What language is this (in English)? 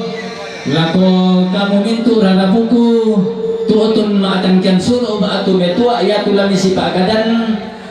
Toraja-Sa'dan